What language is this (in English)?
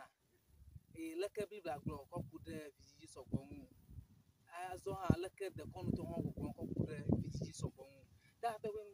Ewe